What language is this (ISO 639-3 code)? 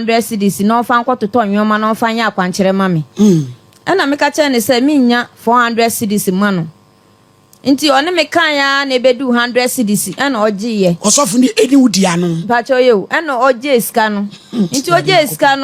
aka